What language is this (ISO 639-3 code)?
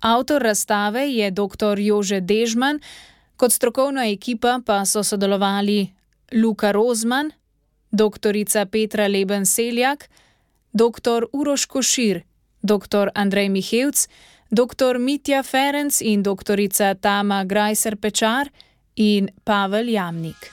slv